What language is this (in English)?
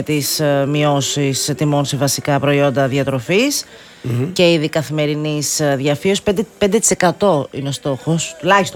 Greek